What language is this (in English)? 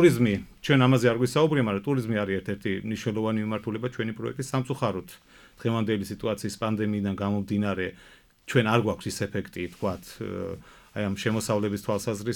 Georgian